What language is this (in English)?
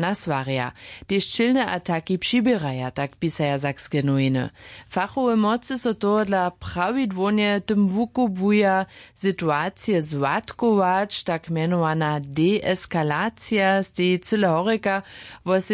Upper Sorbian